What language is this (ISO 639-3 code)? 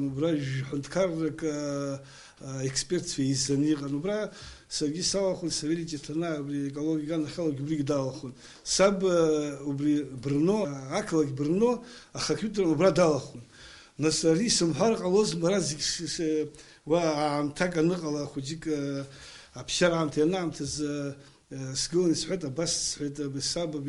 abk